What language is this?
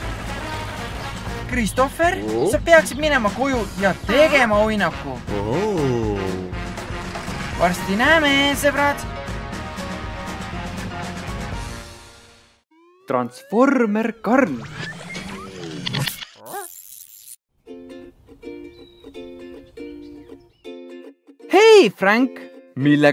Estonian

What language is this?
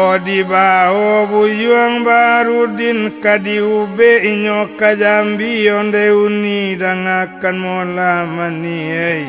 Minangkabau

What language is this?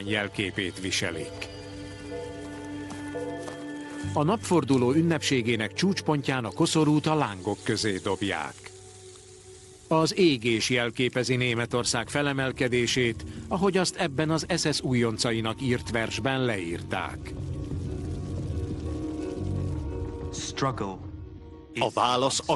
Hungarian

